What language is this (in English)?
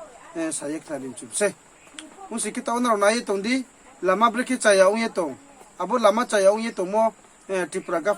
Riang (India)